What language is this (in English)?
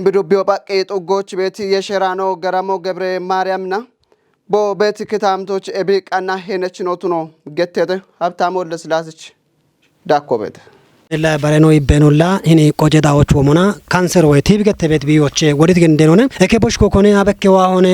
Kafa